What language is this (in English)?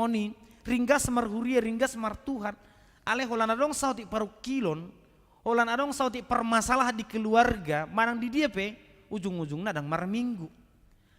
Batak Toba